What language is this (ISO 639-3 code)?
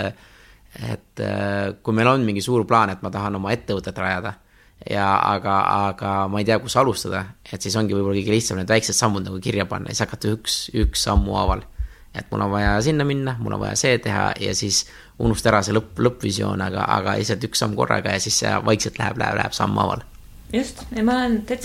est